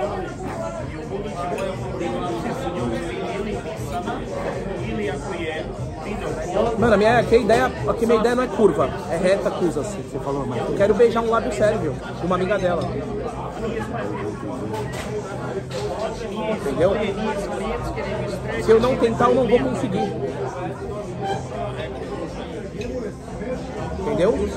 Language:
Portuguese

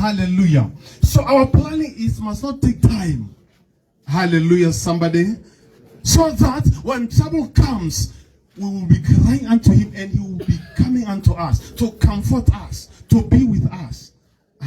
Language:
Tswana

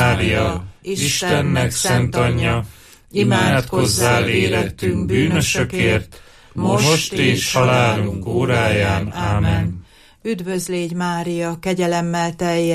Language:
Hungarian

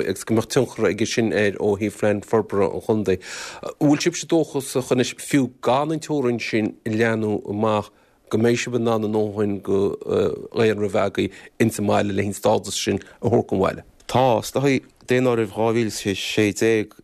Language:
Irish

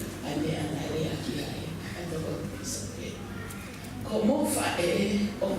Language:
Tongan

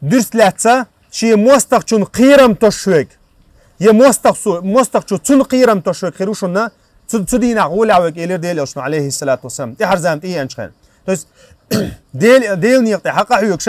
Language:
Chechen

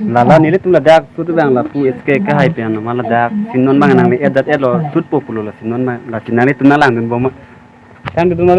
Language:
Karbi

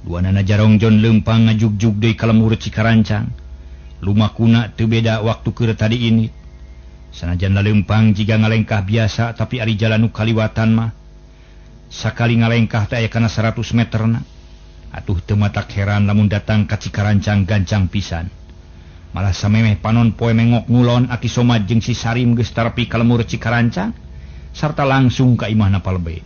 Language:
Sundanese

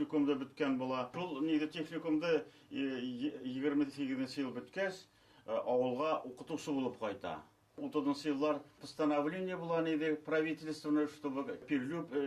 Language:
Bashkir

